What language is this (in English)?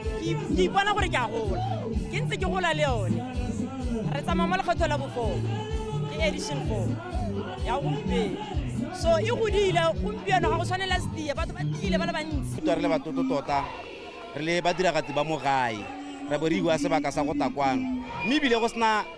Tswana